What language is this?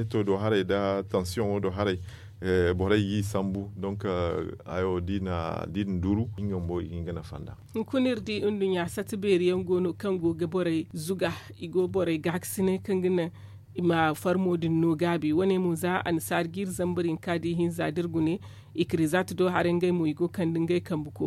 Zarma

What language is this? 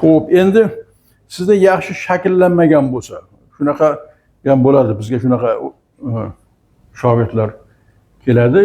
Uzbek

